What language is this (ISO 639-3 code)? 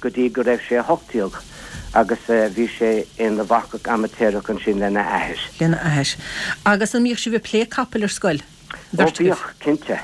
gle